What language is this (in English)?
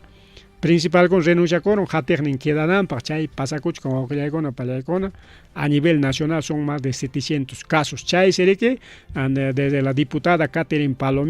Ayacucho Quechua